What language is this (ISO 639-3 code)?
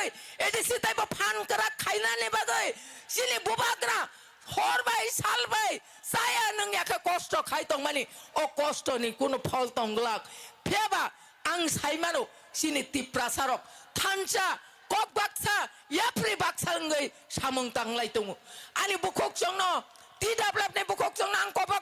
trp